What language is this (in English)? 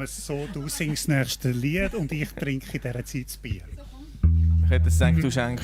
Swiss German